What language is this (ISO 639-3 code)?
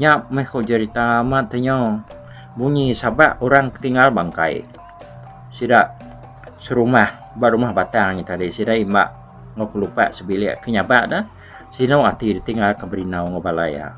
iba